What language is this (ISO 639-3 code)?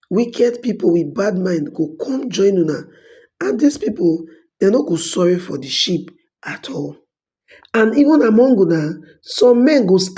pcm